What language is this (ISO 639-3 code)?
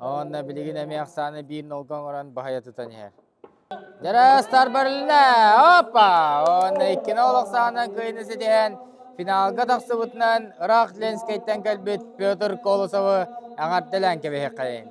sah